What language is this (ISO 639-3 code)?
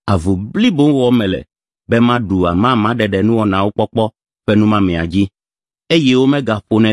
ewe